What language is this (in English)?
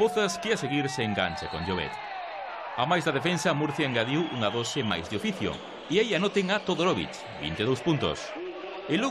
Galician